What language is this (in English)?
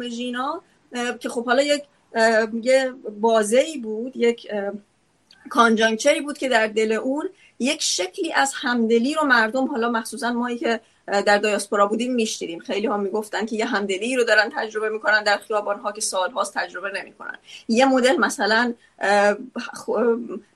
Persian